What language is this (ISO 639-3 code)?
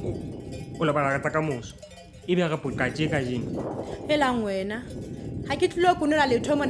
sot